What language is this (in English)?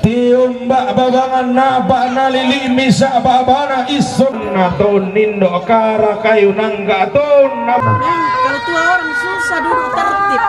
Toraja-Sa'dan